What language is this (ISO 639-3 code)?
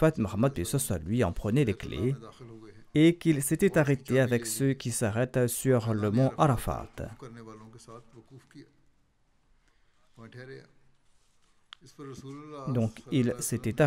fra